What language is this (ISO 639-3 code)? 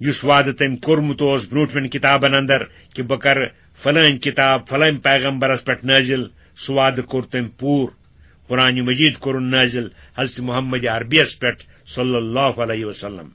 kas